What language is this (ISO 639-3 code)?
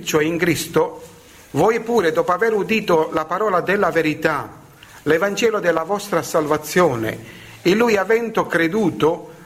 ita